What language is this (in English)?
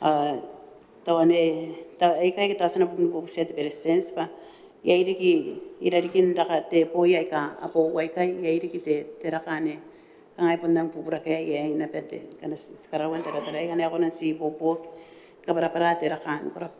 Gilbertese